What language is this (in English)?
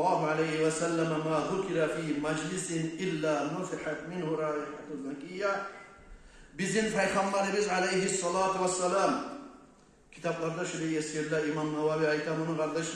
Kumyk